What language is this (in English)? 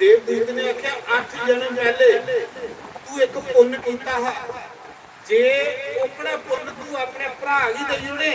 Dogri